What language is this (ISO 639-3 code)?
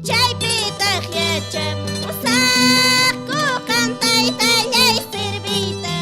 que